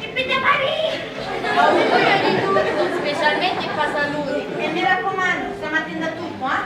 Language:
Sicilian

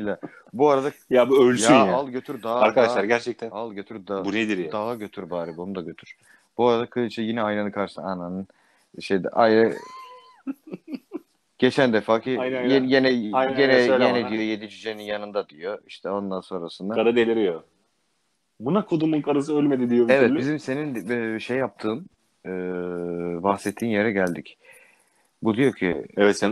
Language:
Turkish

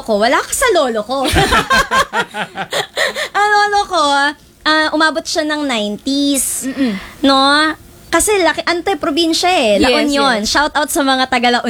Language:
Filipino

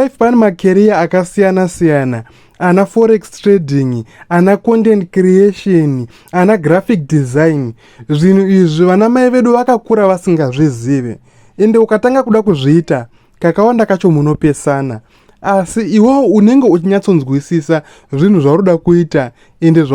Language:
Shona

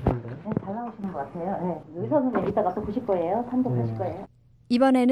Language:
Korean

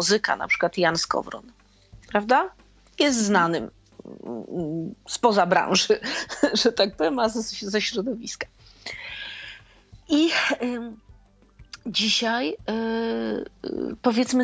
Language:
Polish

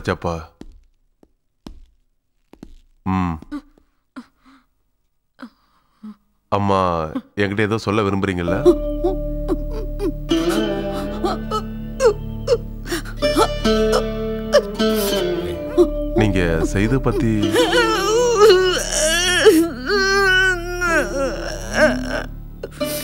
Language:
Tamil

